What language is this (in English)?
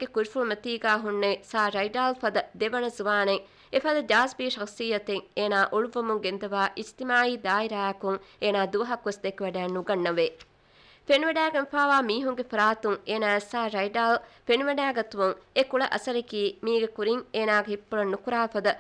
Divehi